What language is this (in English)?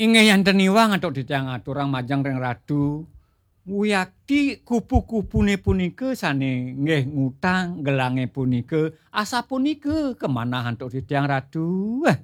Balinese